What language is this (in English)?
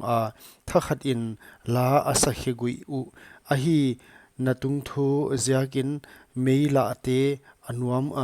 Paite Chin